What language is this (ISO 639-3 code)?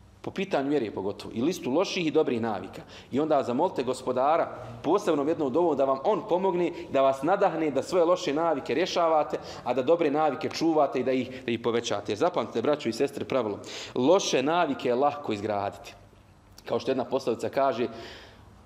bos